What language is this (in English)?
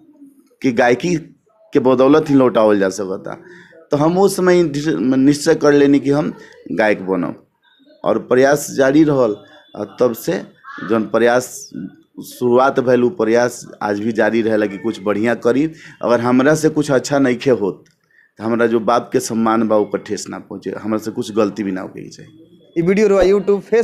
Bhojpuri